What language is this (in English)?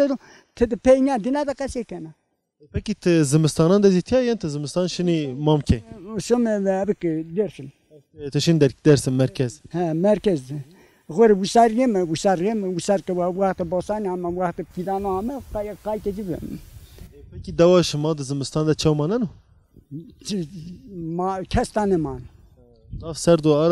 Zaza